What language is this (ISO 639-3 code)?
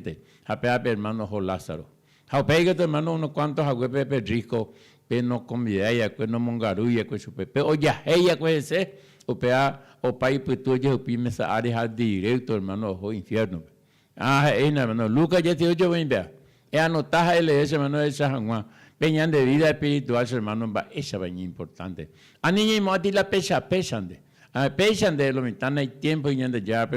grn